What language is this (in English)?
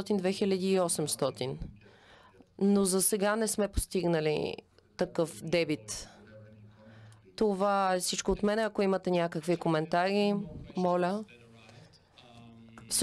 Bulgarian